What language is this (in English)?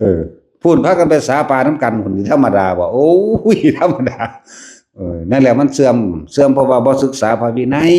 Northeastern Thai